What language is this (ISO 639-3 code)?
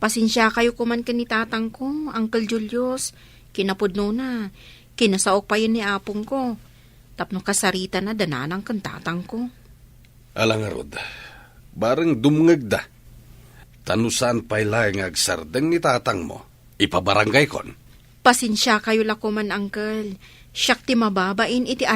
ilo